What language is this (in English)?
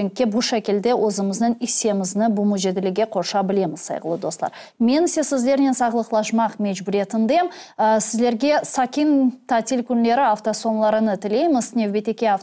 Crimean Tatar